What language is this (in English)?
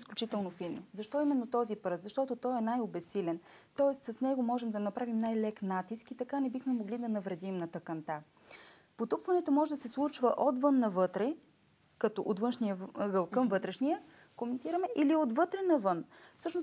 Bulgarian